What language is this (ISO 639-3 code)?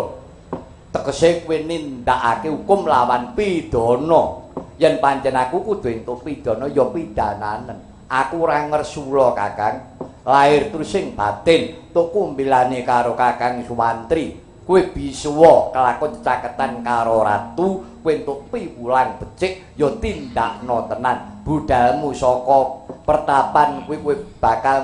jav